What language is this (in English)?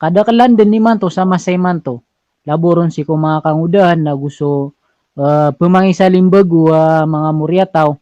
Maranao